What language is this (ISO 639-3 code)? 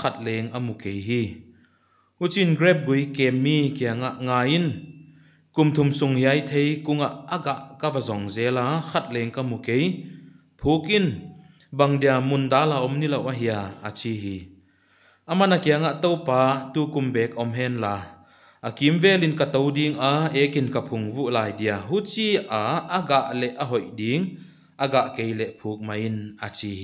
pck